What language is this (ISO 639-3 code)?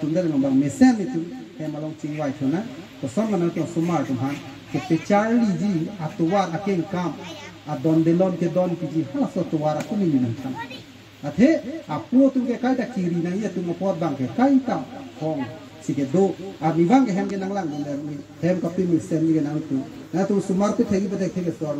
mjw